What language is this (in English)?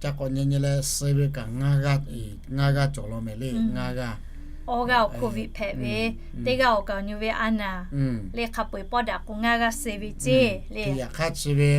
Lahu